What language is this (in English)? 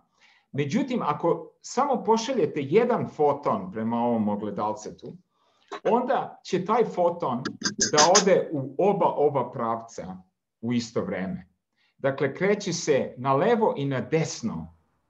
Serbian